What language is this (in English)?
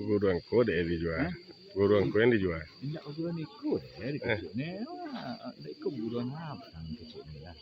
Minangkabau